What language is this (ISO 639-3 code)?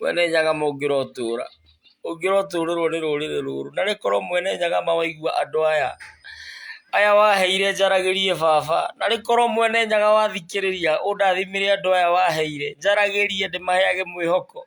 kik